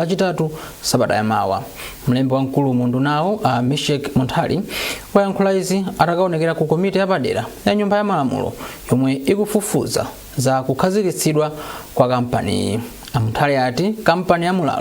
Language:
Nyanja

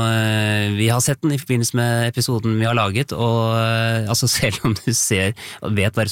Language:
Norwegian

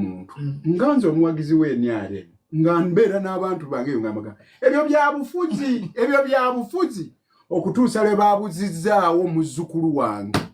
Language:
Ganda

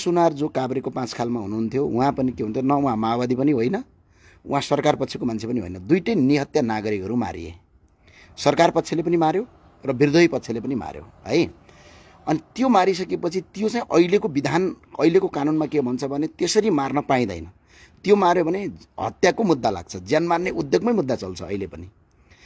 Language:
Nepali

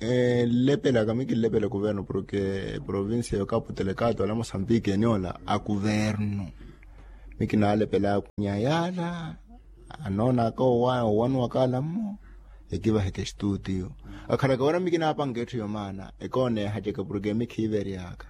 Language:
Makhuwa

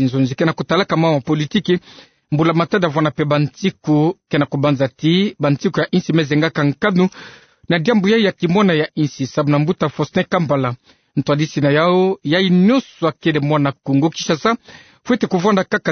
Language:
Kituba (Democratic Republic of Congo)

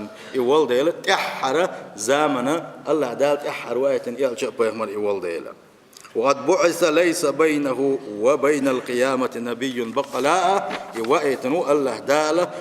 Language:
Chechen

